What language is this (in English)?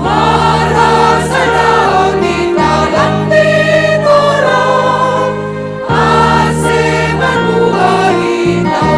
Batak Simalungun